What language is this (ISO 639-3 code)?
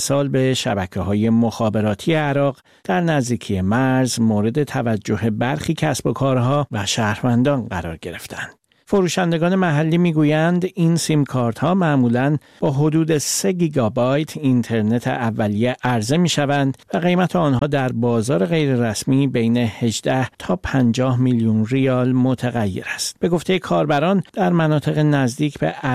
fas